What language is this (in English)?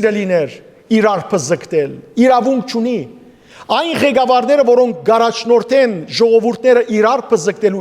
Western Armenian